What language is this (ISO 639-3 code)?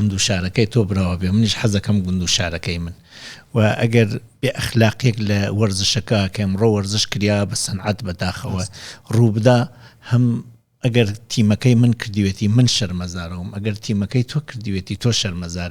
ckb